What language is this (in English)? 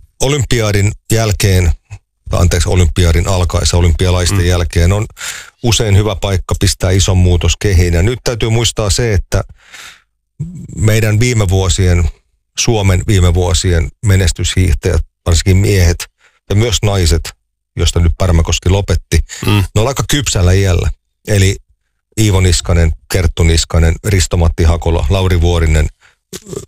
Finnish